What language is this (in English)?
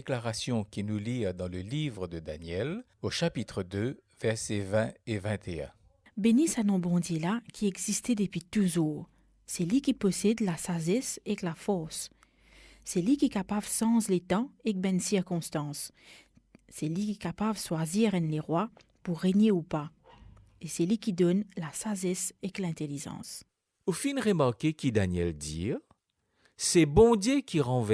Morisyen